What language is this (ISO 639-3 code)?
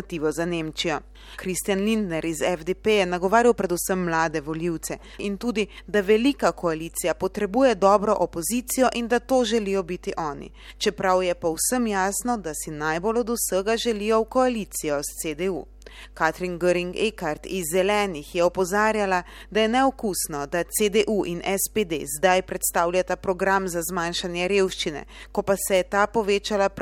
slv